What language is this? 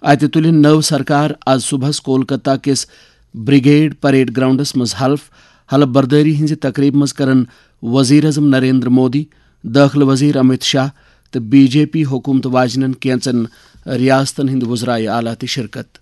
Kashmiri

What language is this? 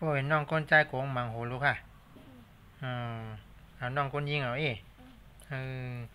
Shan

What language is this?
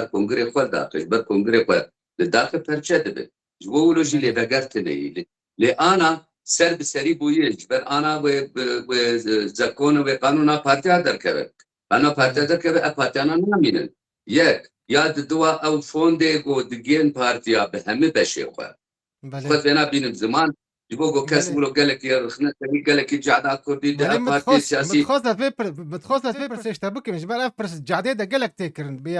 Kurdish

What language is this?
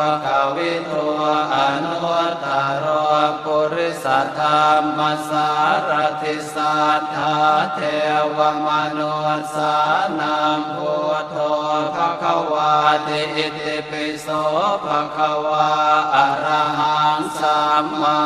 Pali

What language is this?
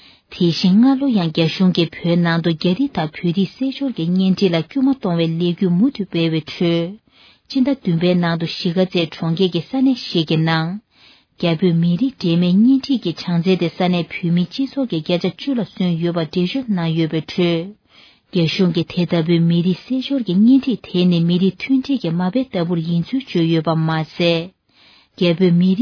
Tibetan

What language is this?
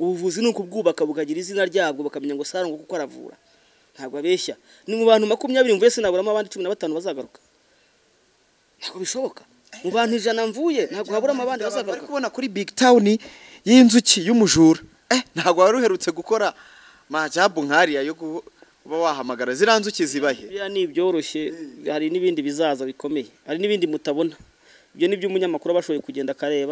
Kinyarwanda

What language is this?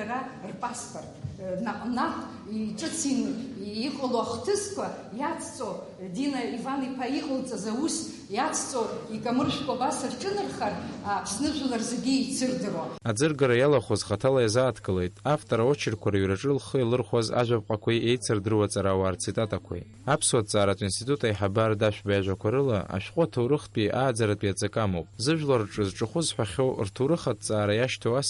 Abkhazian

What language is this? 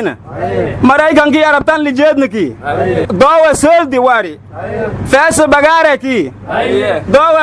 Somali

